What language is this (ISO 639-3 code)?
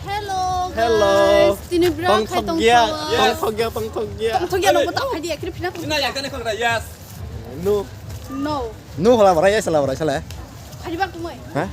trp